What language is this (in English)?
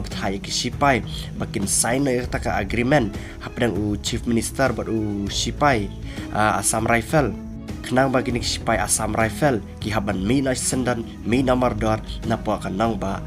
Khasi